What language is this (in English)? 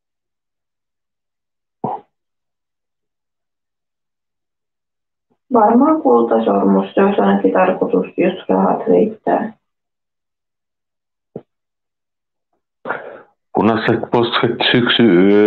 Finnish